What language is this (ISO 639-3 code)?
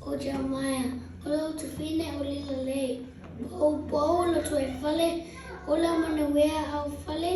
smo